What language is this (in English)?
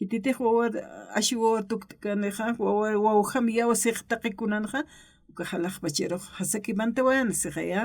Aymara